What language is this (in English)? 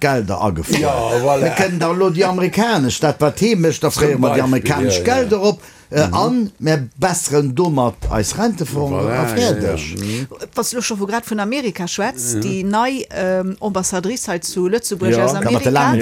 Luxembourgish